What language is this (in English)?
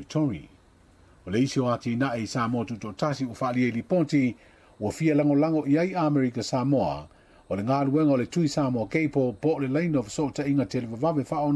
Samoan